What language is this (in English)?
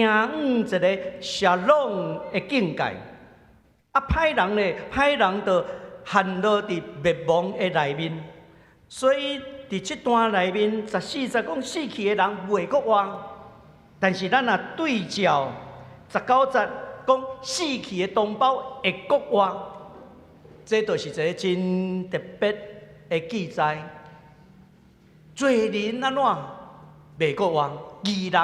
Min Nan Chinese